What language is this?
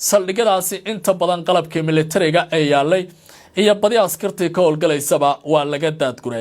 Somali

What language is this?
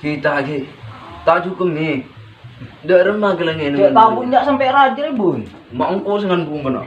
Madurese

